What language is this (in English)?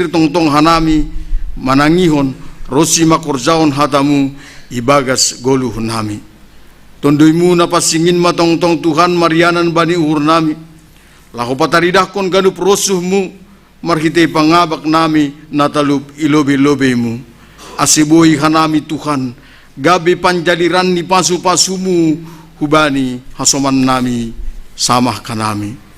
Batak Simalungun